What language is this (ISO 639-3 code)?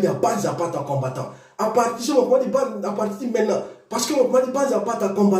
sag